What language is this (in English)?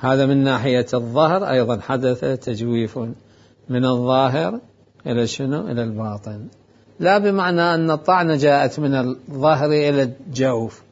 Mesopotamian Arabic